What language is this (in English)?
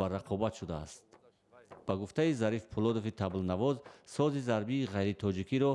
Tajik